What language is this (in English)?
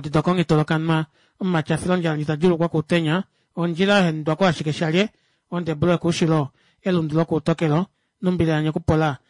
Kuanyama